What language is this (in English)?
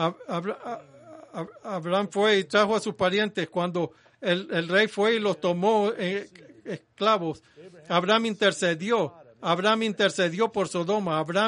Spanish